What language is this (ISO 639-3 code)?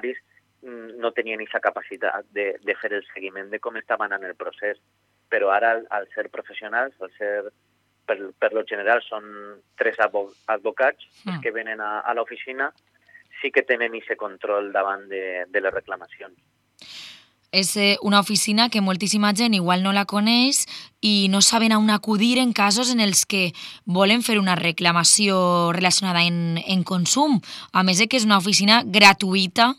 cat